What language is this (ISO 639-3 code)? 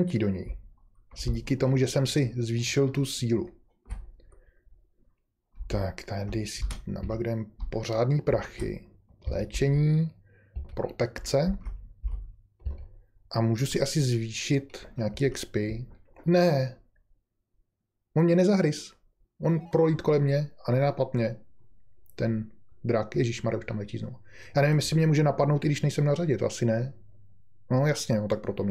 ces